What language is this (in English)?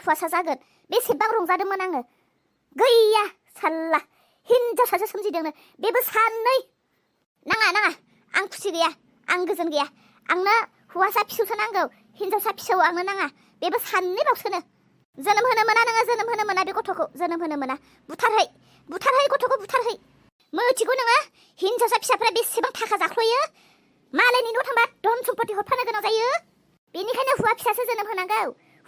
Bodo